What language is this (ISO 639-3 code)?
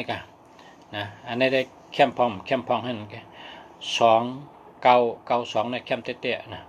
shn